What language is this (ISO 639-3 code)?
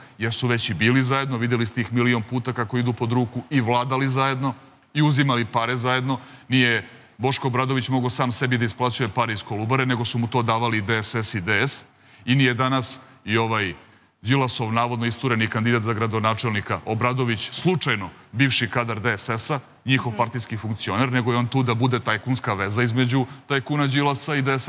srp